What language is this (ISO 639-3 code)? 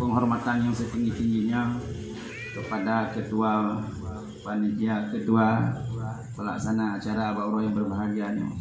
ace